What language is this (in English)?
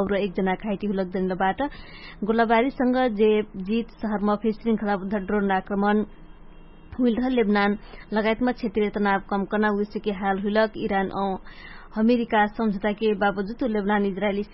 Dangaura Tharu